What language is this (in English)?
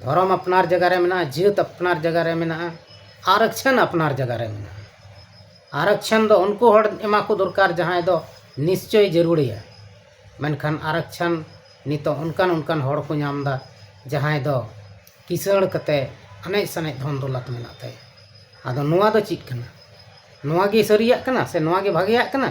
Santali